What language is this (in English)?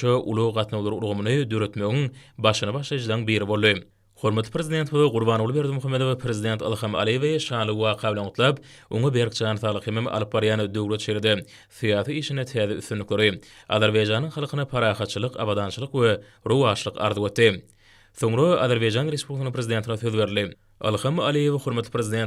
Turkmen